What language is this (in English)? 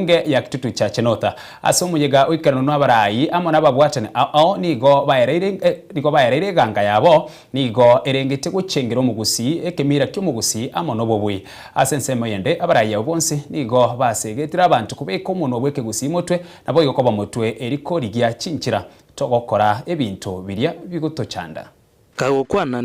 Gusii